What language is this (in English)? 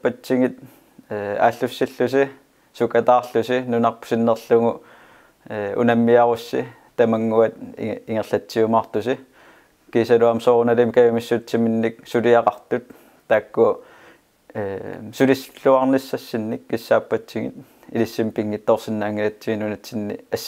Kalaallisut